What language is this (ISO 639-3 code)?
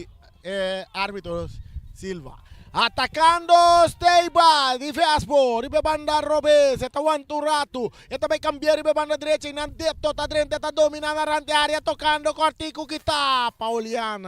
pap